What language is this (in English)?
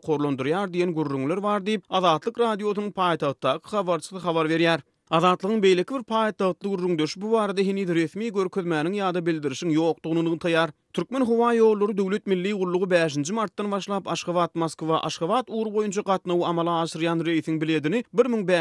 Turkmen